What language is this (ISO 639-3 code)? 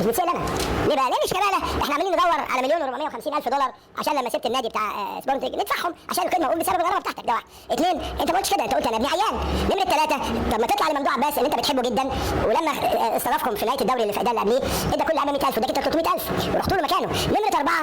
arz